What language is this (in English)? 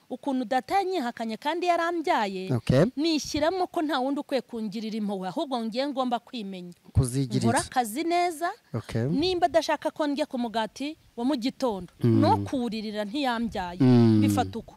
Kinyarwanda